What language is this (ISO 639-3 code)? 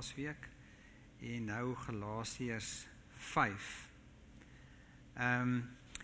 afr